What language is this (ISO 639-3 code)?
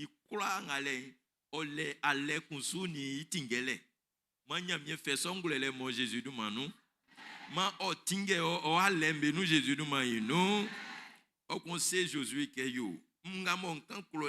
bci